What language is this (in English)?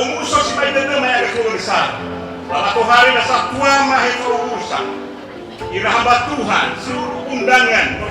Nias